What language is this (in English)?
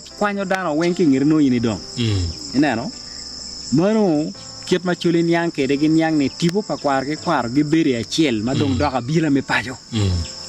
Acoli